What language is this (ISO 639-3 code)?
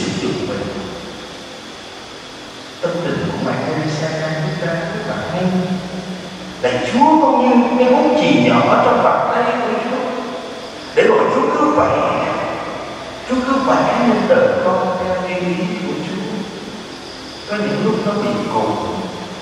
vie